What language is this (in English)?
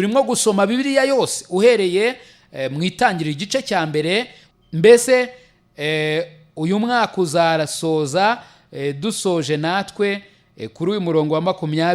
Kinyarwanda